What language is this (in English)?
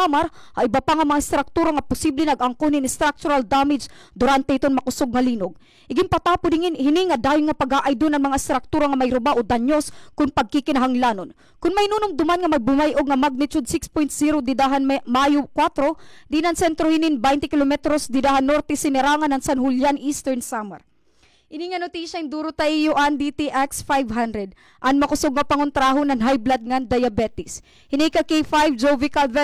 Waray